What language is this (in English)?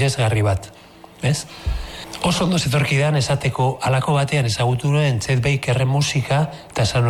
Basque